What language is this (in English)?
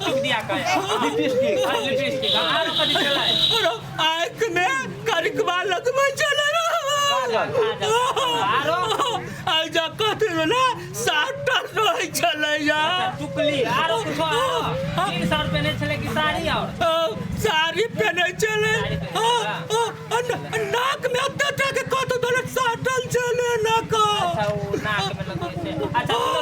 Maithili